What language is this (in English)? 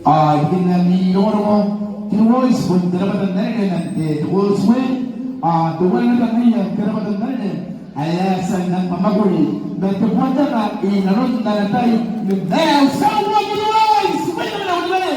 Gilbertese